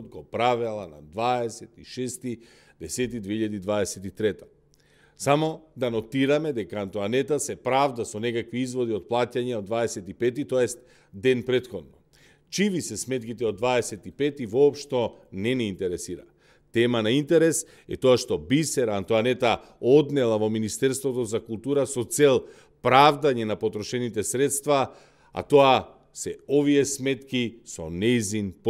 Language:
Macedonian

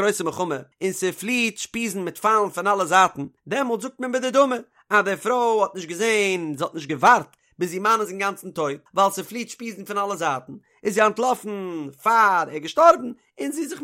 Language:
Yiddish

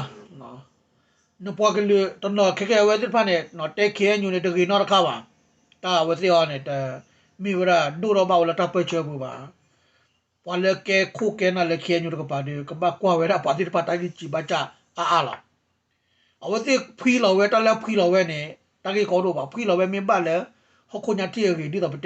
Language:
S'gaw Karen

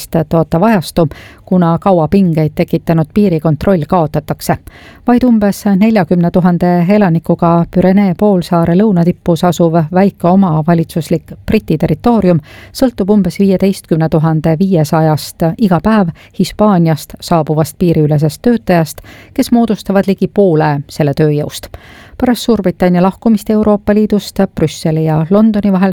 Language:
Estonian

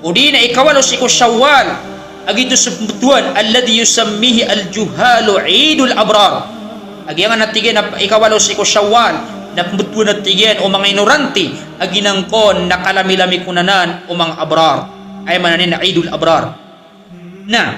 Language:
Maranao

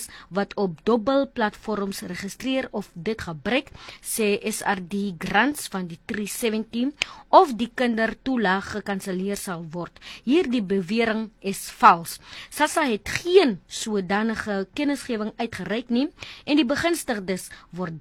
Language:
Afrikaans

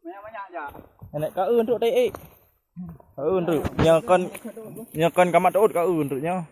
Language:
Achinese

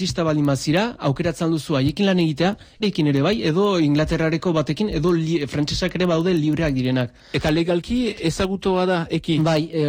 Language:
Basque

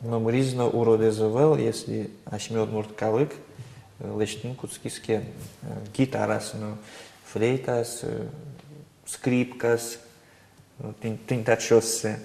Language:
Udmurt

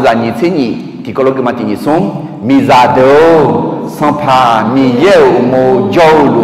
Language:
Akha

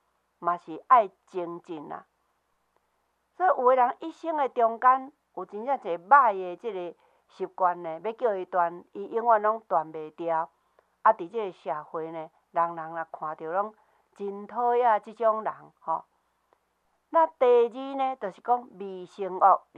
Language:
Min Nan Chinese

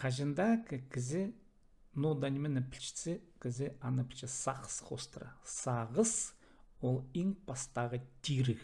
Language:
Khakas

